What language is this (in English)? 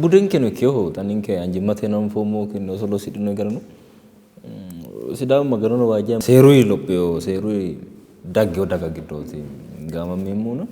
Sidamo